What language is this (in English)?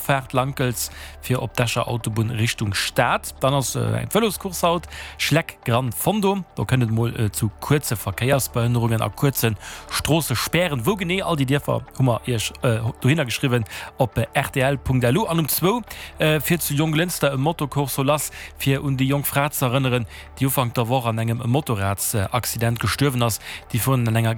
Luxembourgish